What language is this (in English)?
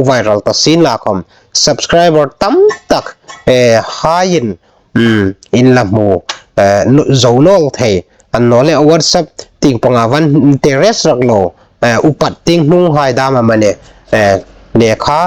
Hmar